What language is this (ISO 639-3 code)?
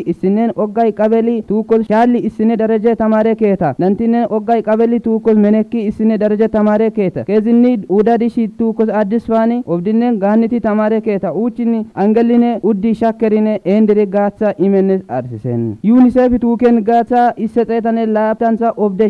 kbr